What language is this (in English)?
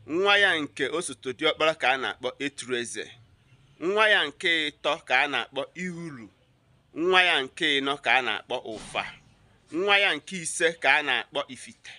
Igbo